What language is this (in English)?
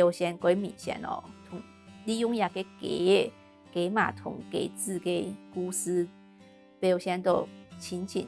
Hakka Chinese